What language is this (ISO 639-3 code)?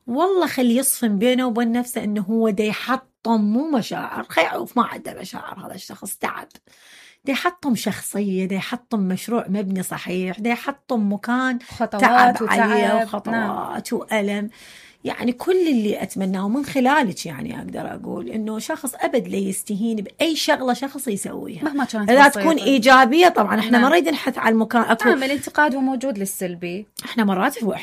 acm